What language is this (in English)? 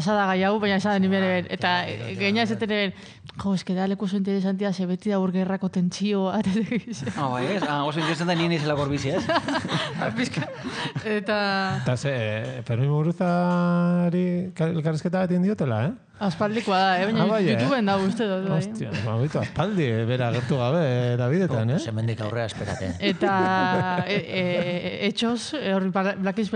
Basque